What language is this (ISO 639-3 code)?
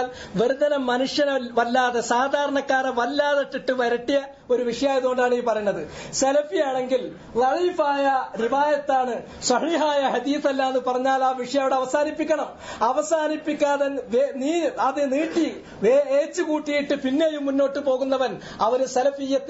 mal